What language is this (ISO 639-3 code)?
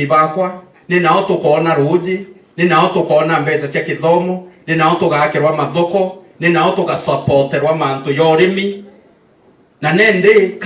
mer